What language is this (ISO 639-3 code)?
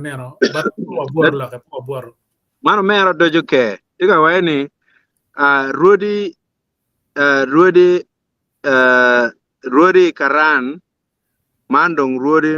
ach